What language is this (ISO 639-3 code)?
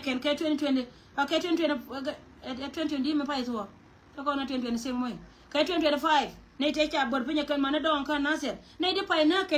nus